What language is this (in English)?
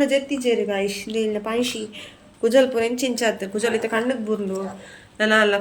Tulu